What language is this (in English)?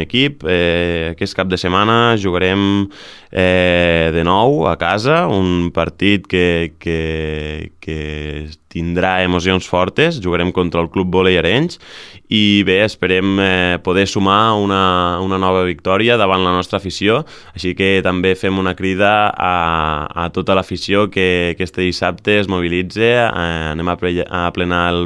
Catalan